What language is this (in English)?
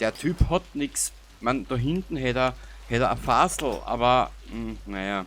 Bavarian